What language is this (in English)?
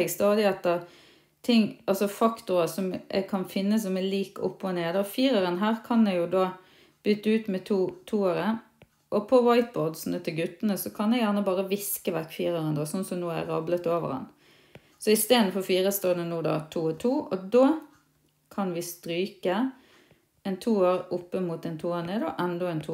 Norwegian